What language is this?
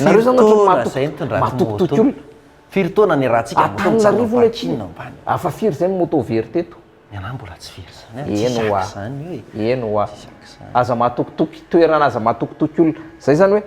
Malagasy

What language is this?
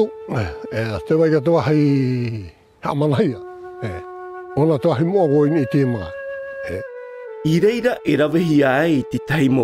Tahitian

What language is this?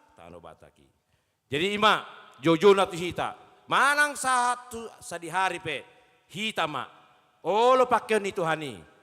Batak Toba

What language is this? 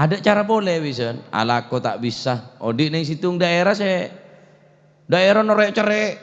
Madurese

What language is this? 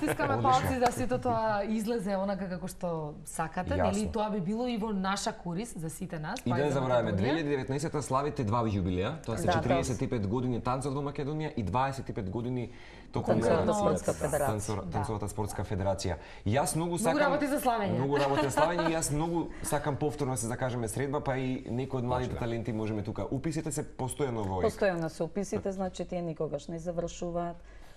Macedonian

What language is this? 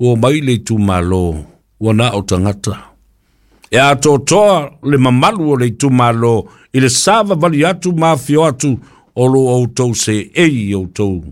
Samoan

